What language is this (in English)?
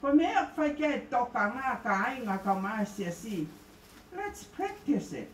Tongan